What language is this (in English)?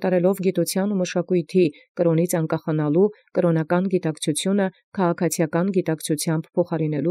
Armenian